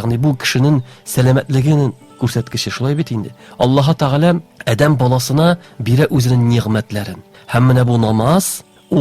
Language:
Tatar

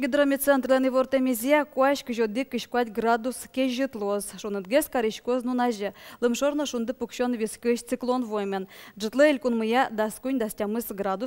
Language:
Udmurt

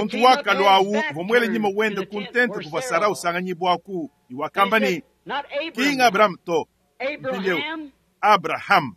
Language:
Luba-Lulua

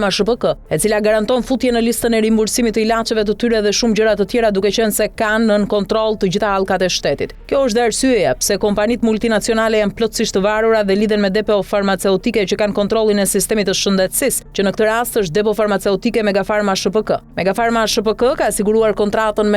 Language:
Albanian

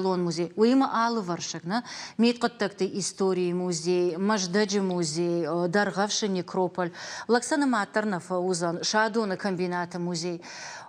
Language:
Ossetic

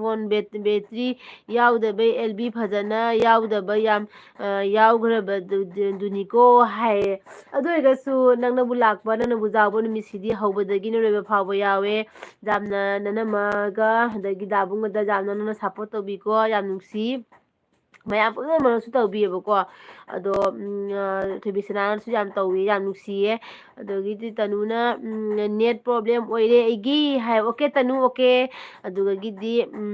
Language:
Manipuri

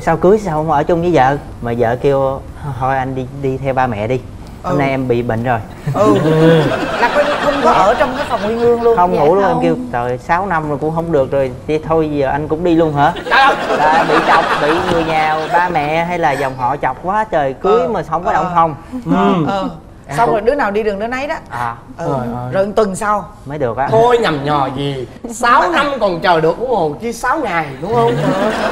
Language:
Vietnamese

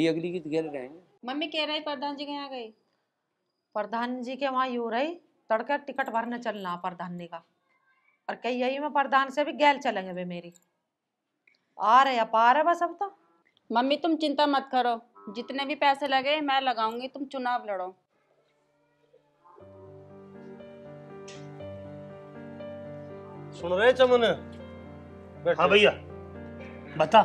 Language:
Haryanvi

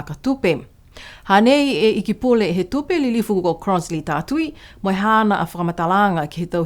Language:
Niuean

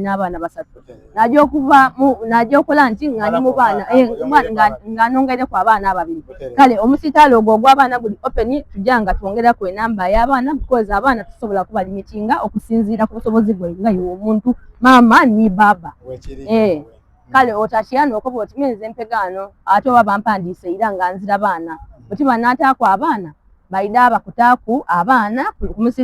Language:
Soga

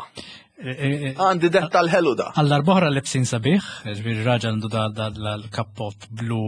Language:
Maltese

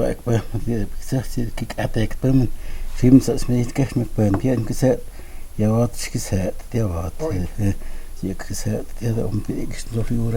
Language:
Totontepec Mixe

